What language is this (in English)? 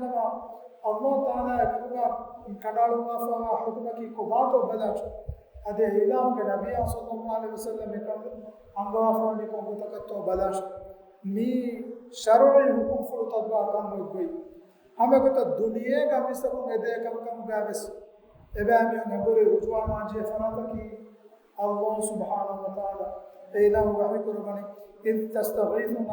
Divehi